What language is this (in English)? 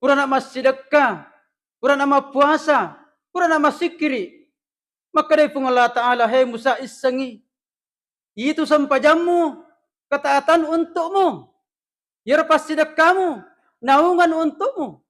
Buginese